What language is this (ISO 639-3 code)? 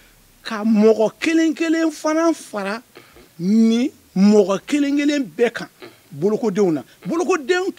bam